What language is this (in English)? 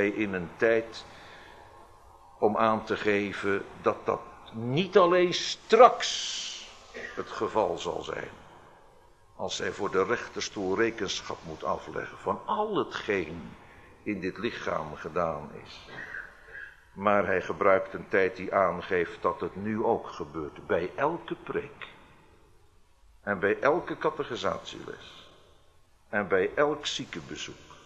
Dutch